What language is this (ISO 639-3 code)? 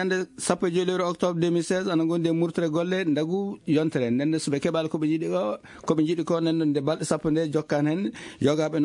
ful